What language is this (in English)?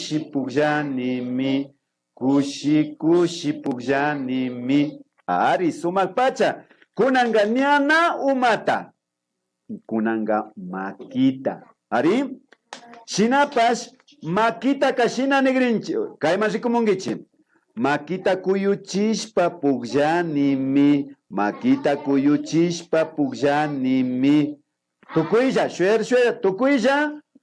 Imbabura Highland Quichua